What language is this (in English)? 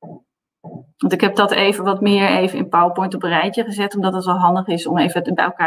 Dutch